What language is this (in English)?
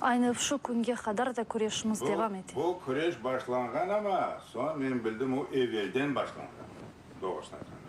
Crimean Tatar